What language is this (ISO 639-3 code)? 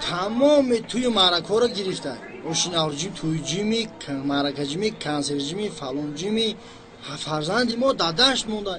tgk